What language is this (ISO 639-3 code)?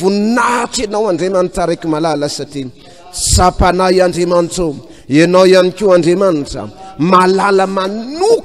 mlg